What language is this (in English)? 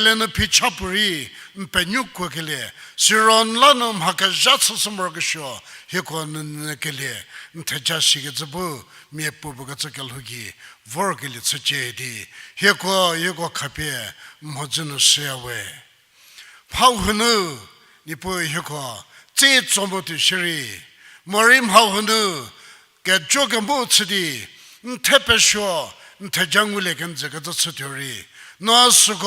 Angami Naga